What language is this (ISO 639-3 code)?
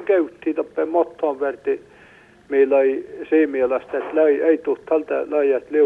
fin